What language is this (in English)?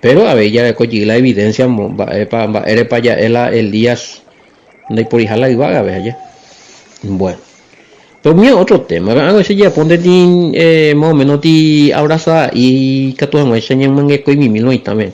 Guarani